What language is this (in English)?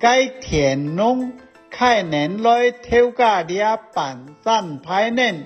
Hakka Chinese